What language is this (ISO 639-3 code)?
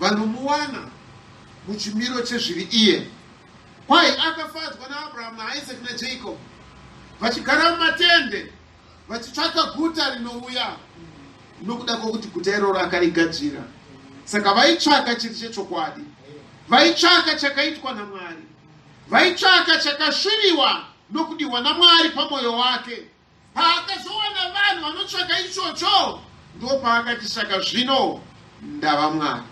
sna